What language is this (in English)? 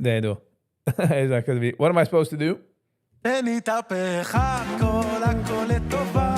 Yiddish